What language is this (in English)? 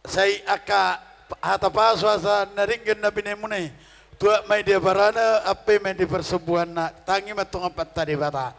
Batak Toba